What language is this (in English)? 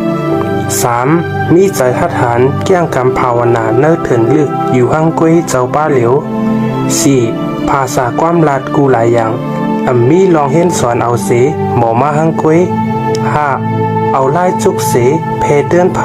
Shan